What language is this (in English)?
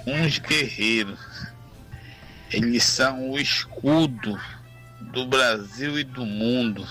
Portuguese